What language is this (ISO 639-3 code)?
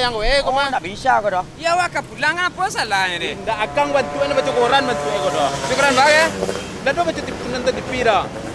min